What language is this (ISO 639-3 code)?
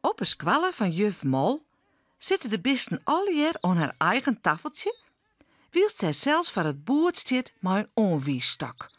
fry